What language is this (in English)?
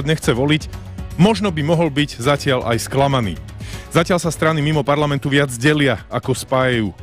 Slovak